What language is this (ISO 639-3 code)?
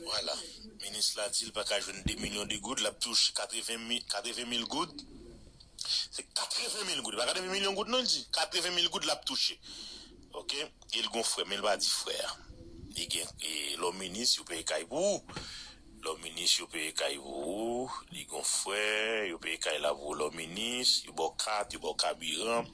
hat